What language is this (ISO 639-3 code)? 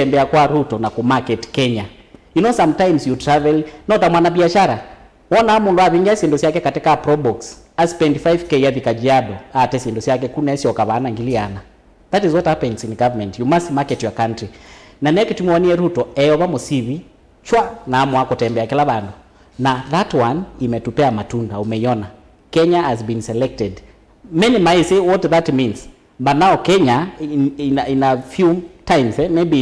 kam